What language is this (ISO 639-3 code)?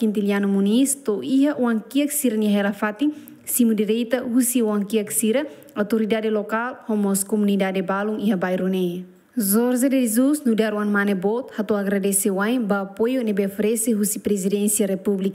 tet